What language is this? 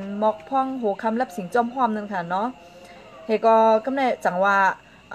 Shan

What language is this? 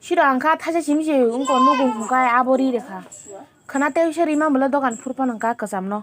Kok Borok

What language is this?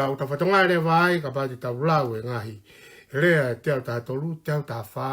Tongan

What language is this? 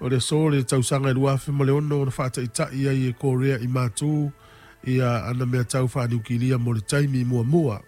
Samoan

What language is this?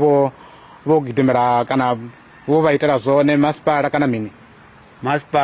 Venda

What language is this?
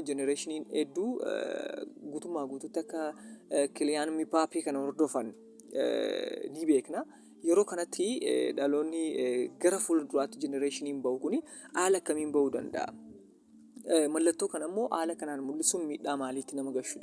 Oromo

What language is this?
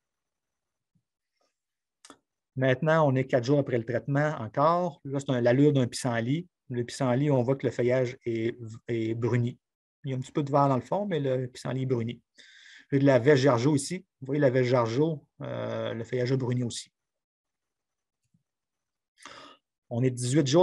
French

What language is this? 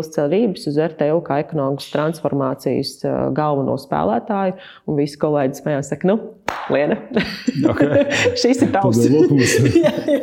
Latvian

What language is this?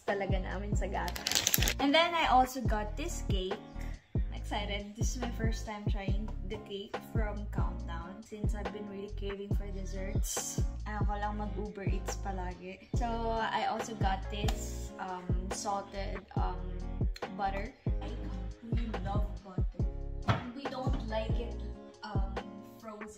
Filipino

